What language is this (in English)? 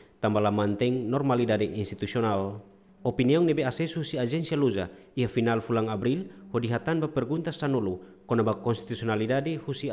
Tetum